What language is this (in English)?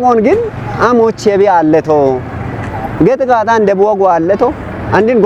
Kafa